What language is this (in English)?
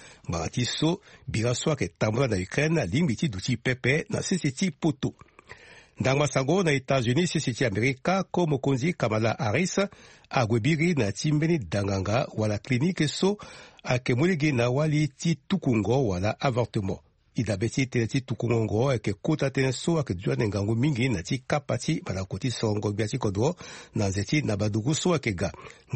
Sango